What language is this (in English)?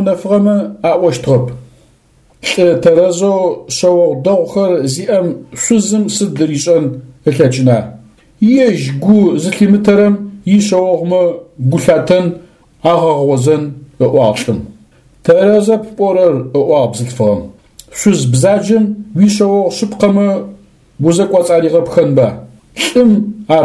Adyghe